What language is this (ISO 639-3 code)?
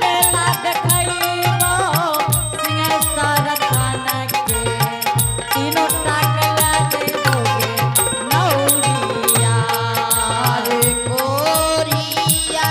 anp